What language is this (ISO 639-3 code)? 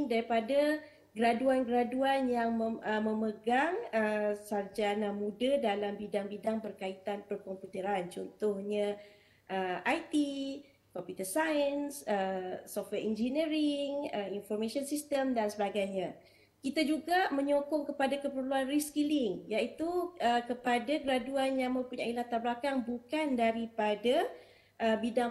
msa